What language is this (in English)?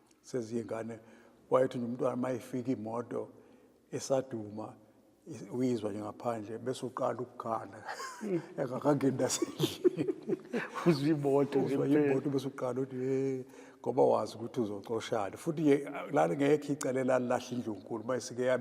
Zulu